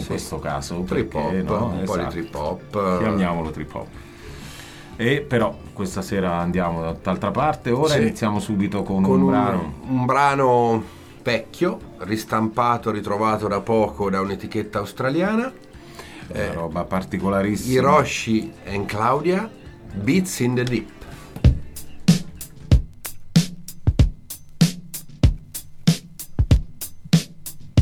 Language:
Italian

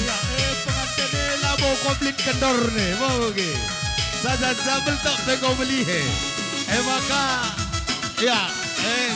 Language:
Batak Karo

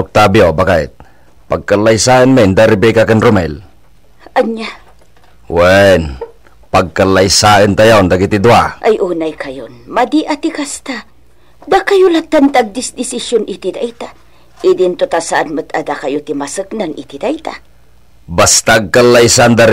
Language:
Iloko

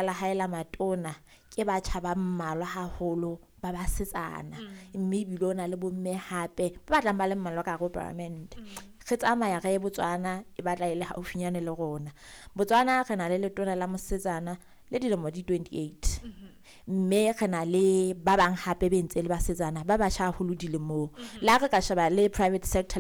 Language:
Southern Sotho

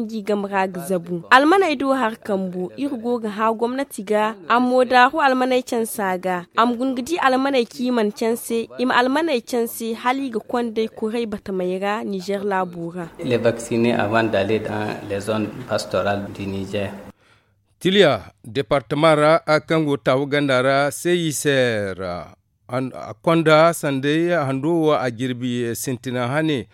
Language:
Zarma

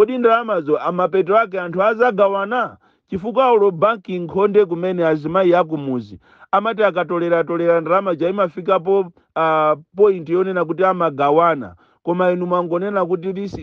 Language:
Nyanja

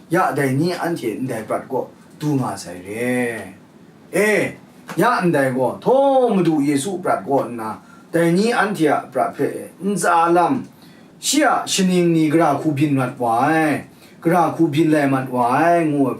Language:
Kachin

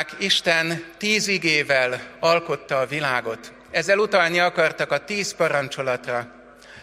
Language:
Hungarian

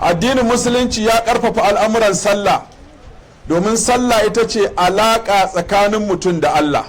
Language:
Hausa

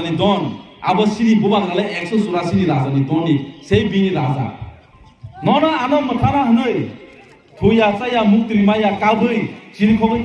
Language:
Kok Borok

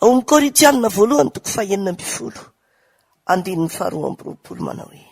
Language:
Malagasy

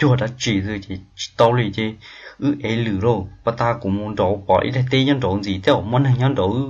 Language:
Hmong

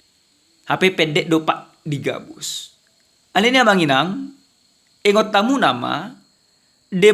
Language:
Batak Toba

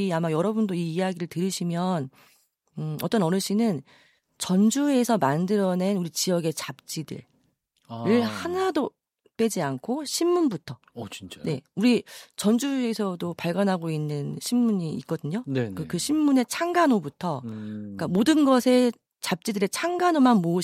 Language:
Korean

